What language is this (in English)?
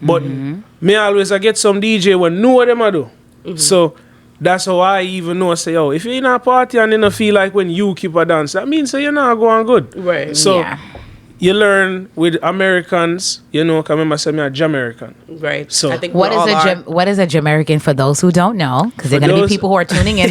Jamaican Creole English